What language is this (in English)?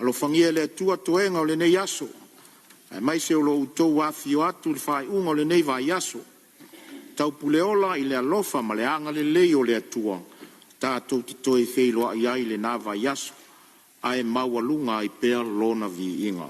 Samoan